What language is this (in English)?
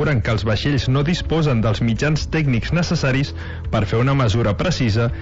Catalan